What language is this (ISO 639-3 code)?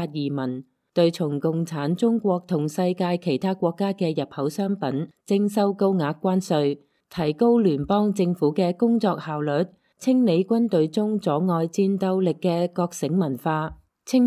yue